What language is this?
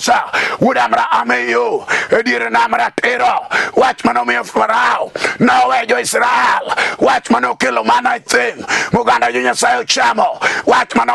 Luo (Kenya and Tanzania)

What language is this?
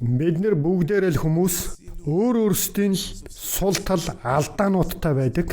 Mongolian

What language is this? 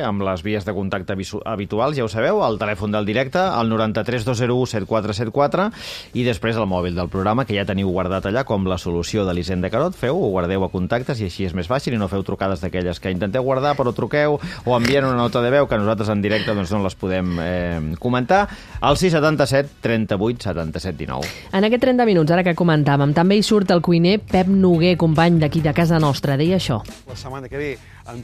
Catalan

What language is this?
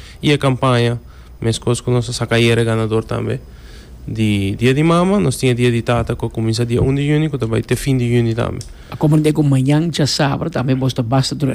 Papiamento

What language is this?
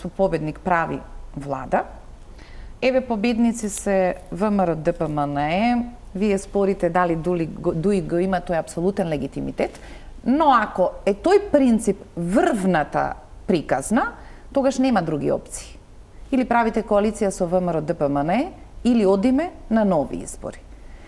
Macedonian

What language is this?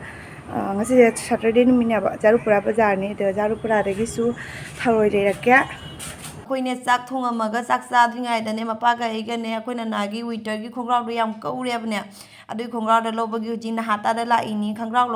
Manipuri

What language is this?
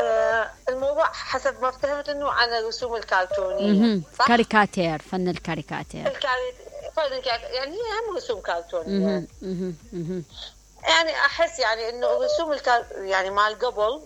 Mesopotamian Arabic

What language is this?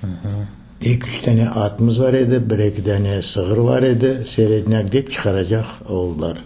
Crimean Tatar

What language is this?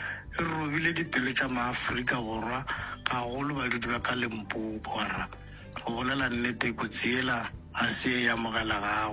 Northern Sotho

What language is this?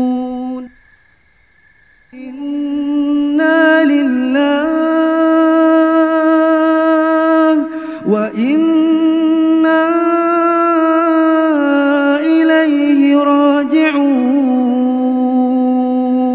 Arabic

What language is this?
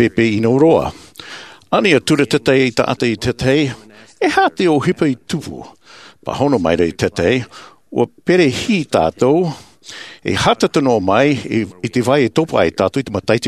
Tahitian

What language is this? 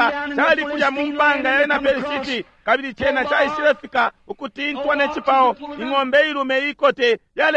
Bemba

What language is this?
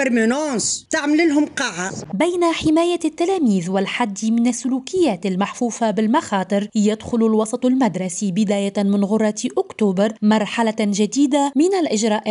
Tunisian Arabic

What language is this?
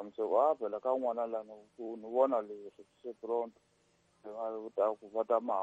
Tsonga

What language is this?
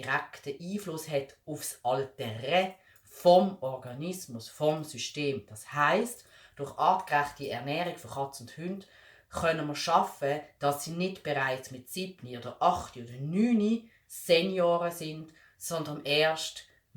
Swiss German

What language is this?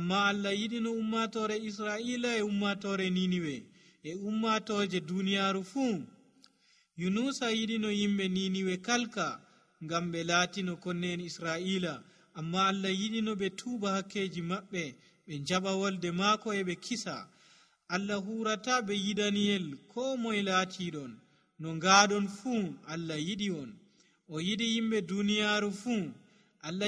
Nigerian Fulfulde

